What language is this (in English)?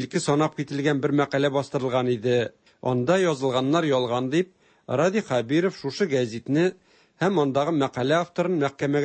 Tatar